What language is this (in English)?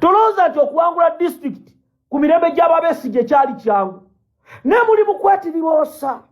Ganda